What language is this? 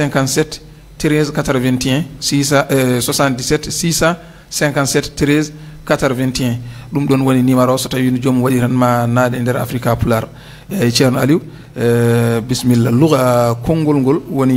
Fula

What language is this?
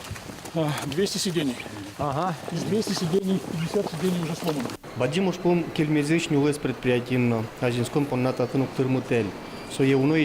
Udmurt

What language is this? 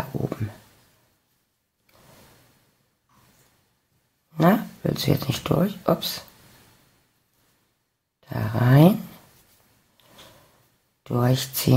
German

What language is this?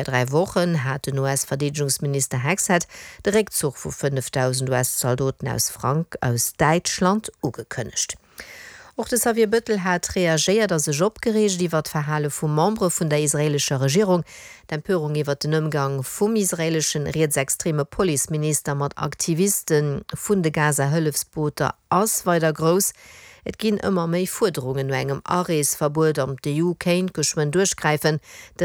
Luxembourgish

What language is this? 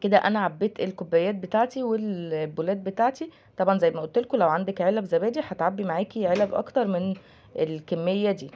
Egyptian Arabic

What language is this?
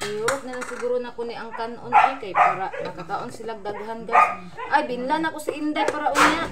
Cebuano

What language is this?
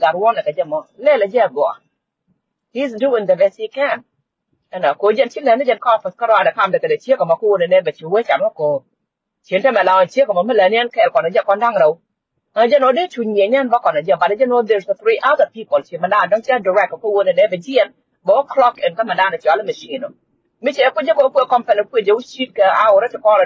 Nuer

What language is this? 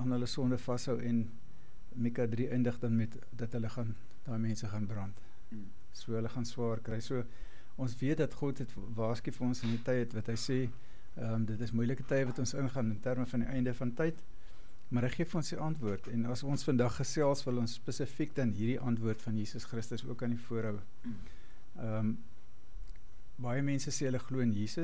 Afrikaans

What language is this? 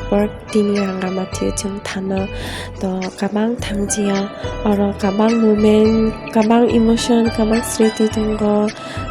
Kok Borok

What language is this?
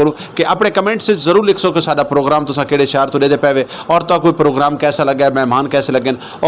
Saraiki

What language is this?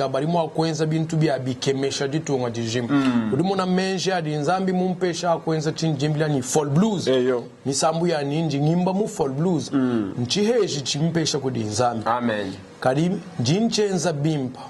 Luba-Lulua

